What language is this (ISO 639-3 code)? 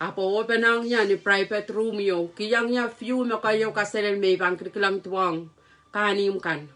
pon